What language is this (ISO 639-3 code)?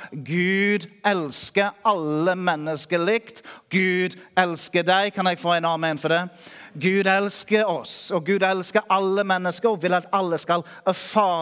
nor